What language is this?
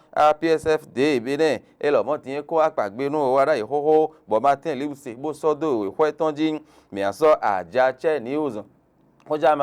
Fon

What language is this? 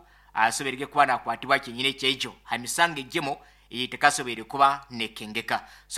Nyankole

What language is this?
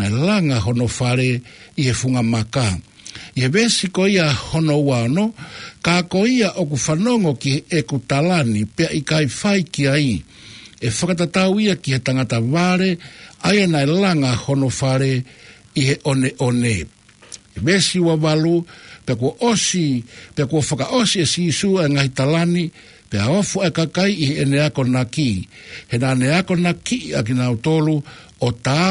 Tongan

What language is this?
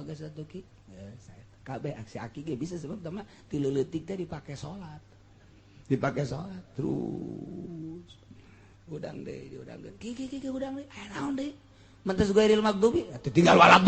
Sundanese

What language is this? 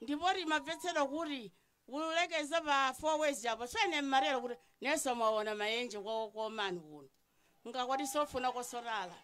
Nyanja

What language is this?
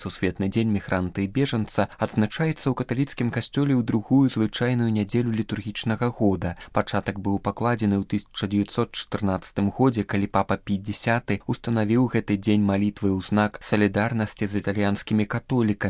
Belarusian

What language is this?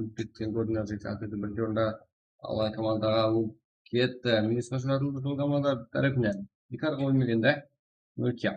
Kara-Kalpak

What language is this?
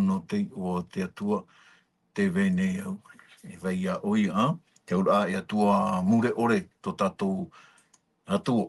Tahitian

